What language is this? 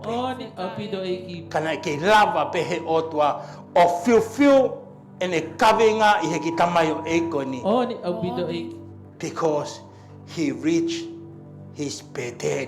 Tongan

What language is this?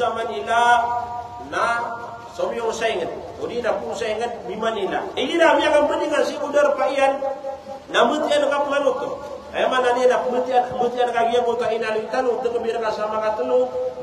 Maranao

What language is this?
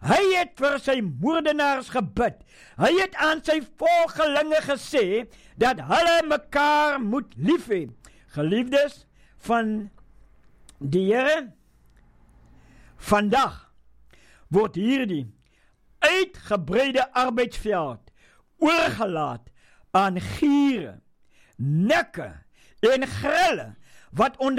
Afrikaans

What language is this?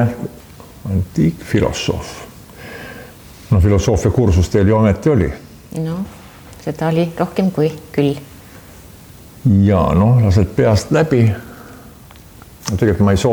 Estonian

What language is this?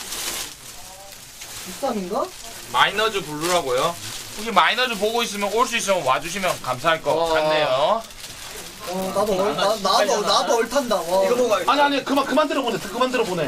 Korean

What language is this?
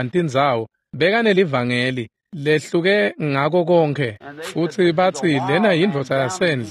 Swati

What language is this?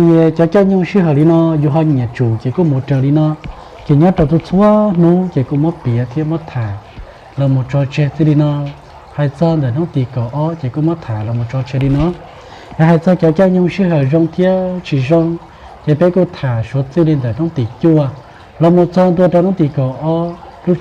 Hmong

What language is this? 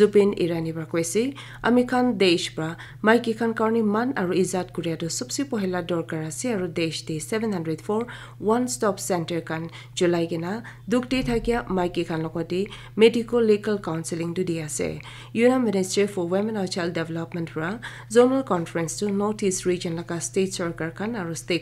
Naga Pidgin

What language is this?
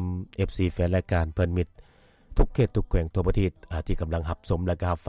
Lao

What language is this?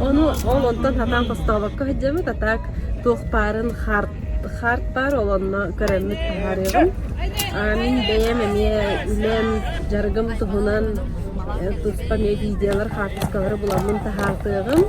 Yakut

